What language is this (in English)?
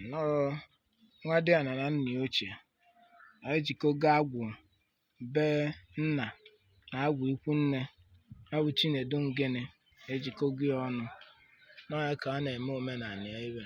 Igbo